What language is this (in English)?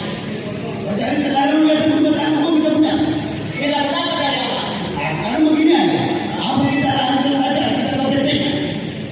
Betawi